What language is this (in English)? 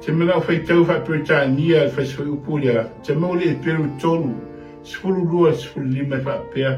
Samoan